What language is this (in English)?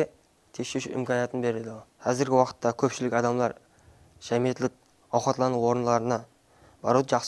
Kara-Kalpak